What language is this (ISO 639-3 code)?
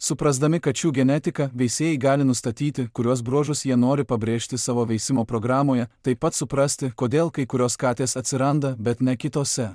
lit